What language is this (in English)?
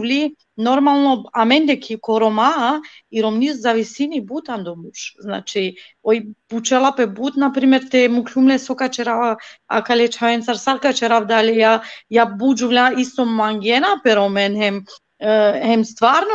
Balkan Romani